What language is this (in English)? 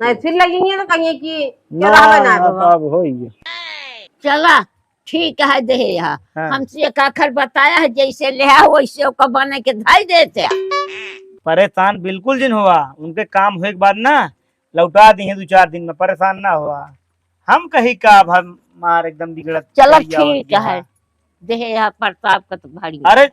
Awadhi